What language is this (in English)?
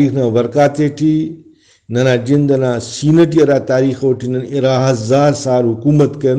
Brahui